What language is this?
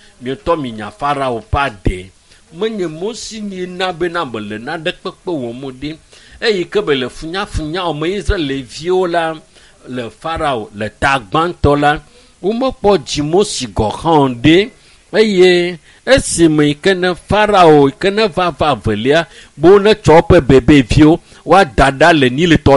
Ewe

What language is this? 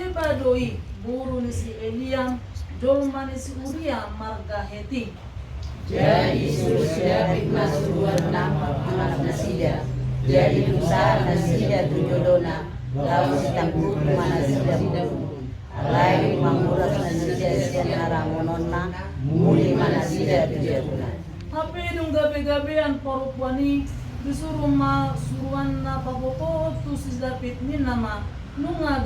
Batak Toba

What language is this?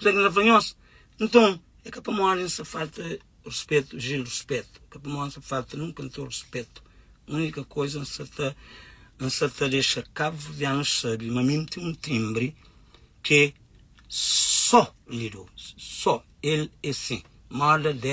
Kabuverdianu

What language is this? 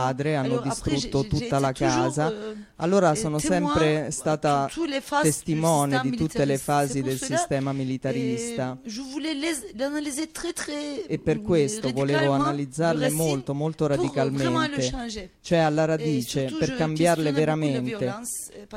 Italian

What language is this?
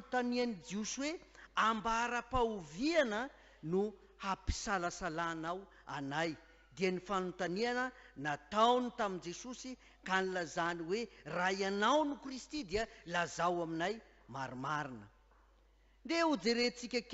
Malagasy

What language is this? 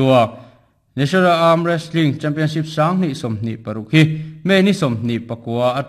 Mizo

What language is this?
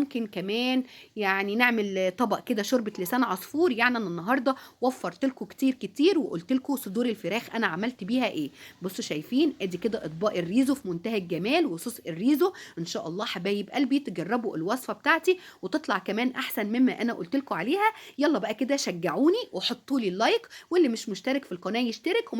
Egyptian Arabic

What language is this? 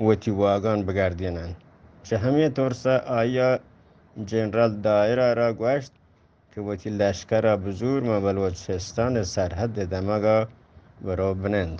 Eastern Balochi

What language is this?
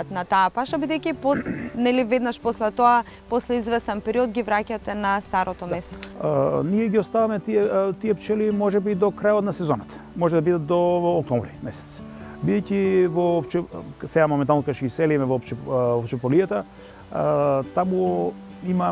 Macedonian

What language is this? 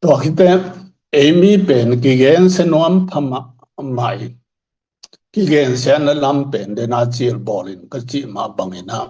Tedim Chin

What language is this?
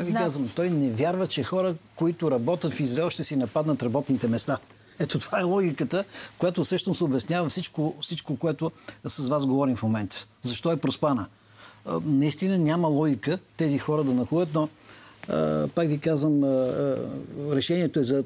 Bulgarian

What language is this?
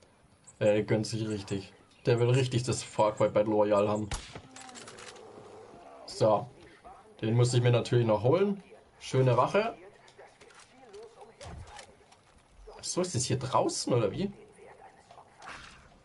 German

